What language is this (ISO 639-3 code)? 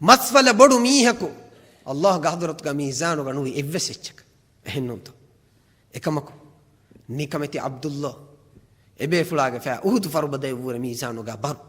div